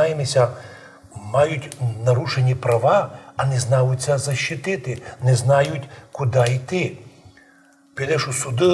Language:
Rusyn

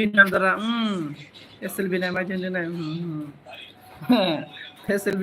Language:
Bodo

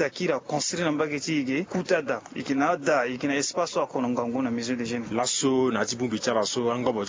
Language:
Sango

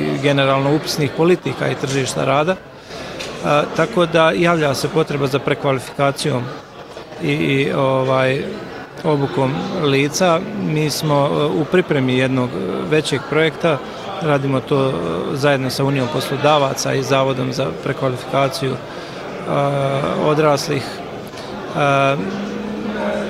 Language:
Bosnian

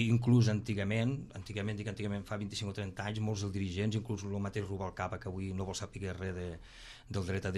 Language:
Catalan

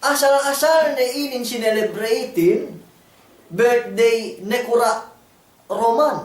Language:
Yakan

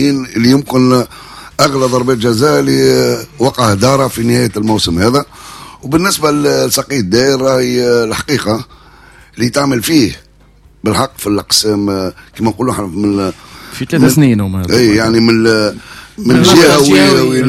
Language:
Tunisian Arabic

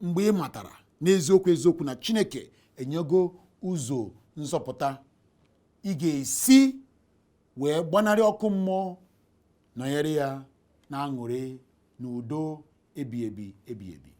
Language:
Igbo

